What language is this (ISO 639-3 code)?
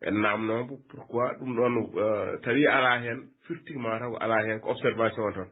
ful